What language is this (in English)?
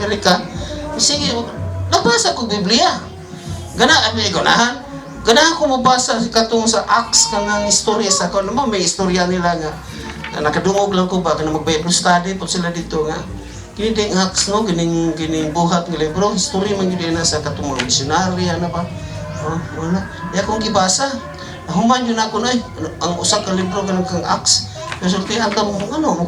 Cebuano